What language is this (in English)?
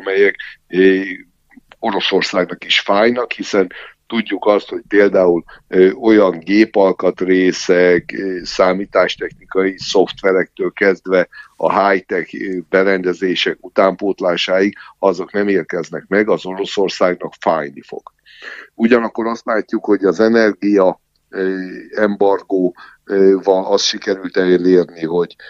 Hungarian